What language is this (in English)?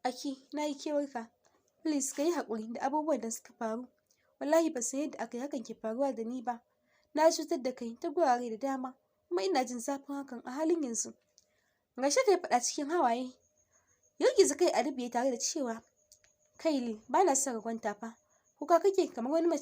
Hausa